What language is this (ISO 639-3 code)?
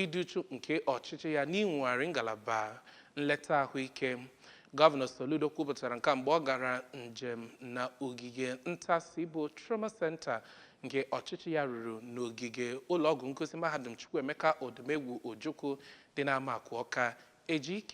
ibo